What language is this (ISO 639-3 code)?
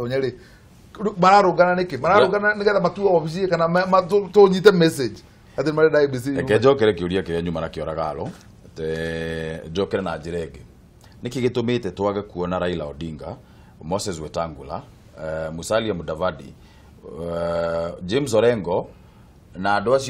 kik